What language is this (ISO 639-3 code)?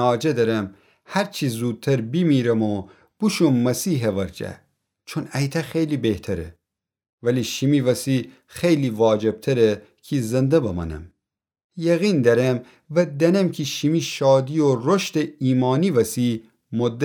glk